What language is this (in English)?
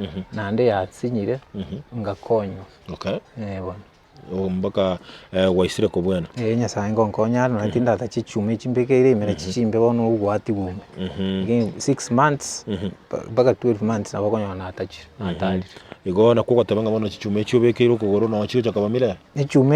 Gusii